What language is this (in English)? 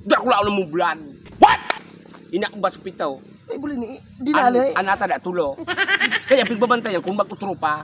Bikol